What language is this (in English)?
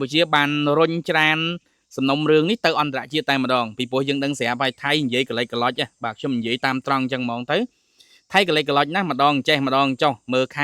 Khmer